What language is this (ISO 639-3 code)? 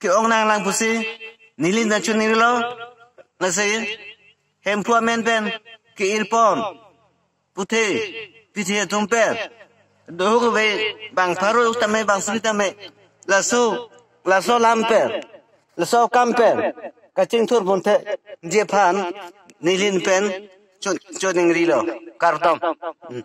mjw